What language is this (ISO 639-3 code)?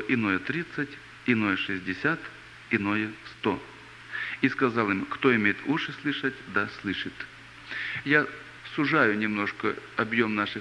rus